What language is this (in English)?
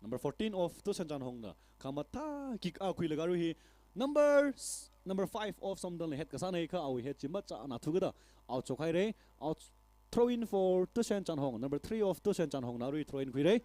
Tangkhul Naga (India)